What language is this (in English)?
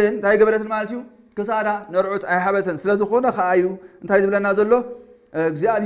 Tigrinya